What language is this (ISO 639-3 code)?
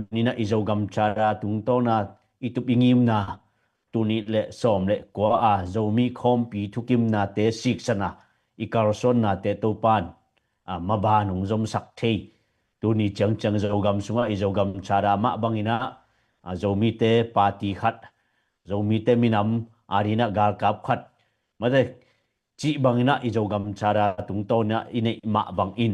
ctd